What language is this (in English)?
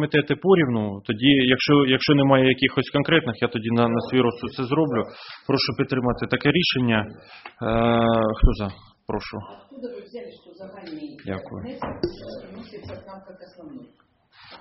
Ukrainian